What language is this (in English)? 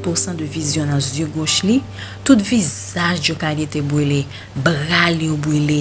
Haitian Creole